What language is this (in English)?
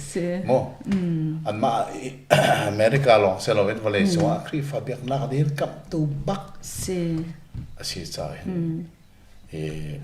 Hakha Chin